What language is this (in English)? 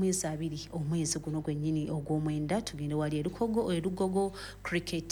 Ganda